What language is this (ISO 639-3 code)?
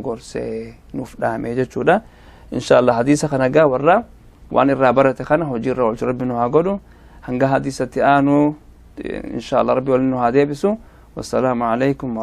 orm